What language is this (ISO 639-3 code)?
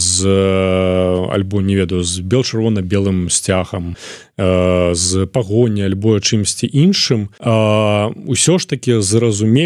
bel